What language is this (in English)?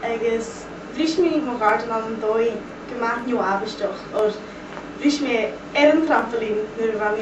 Scottish Gaelic